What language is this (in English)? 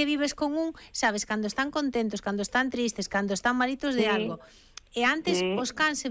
Galician